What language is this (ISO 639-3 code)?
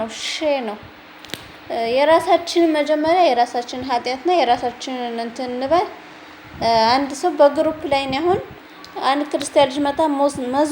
amh